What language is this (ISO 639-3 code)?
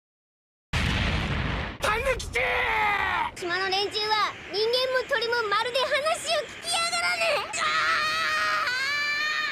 jpn